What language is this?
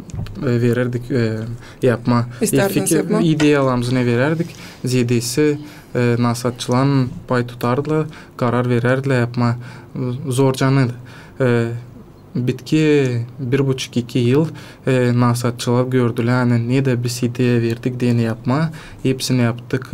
Gagauz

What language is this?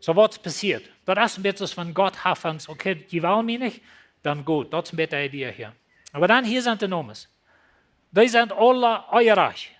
Plautdietsch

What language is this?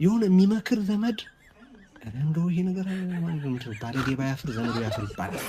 Amharic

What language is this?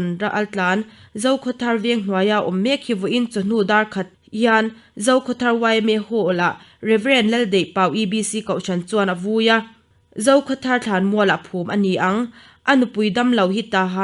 Mizo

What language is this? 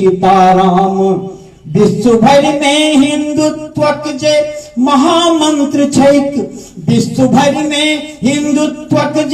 Maithili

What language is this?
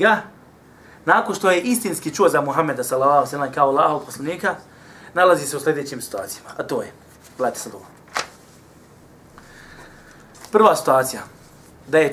Bosnian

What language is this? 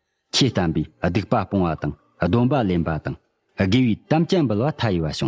Tibetan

